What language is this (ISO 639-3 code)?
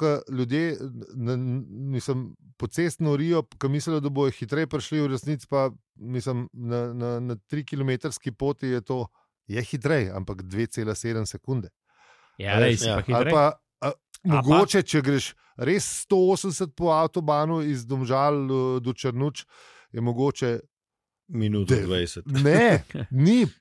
slv